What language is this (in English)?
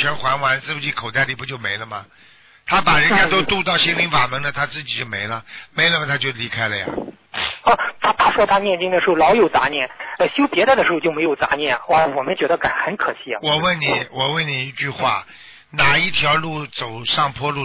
Chinese